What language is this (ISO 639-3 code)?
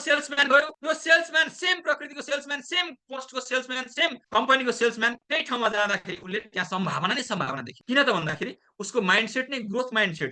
nep